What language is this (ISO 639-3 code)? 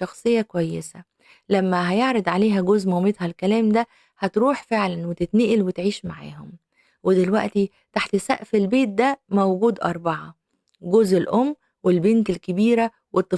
arz